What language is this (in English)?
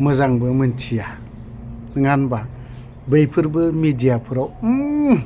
Bodo